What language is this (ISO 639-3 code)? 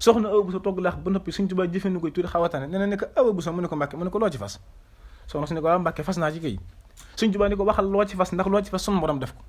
wol